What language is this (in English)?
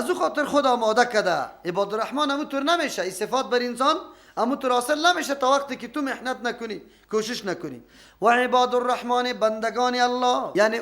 Persian